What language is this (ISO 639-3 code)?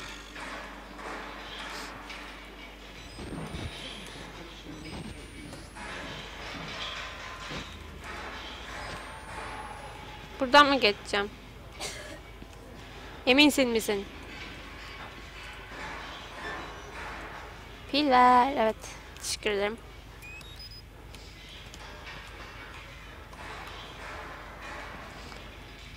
tur